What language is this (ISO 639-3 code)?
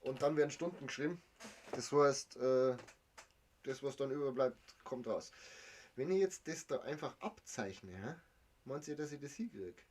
bar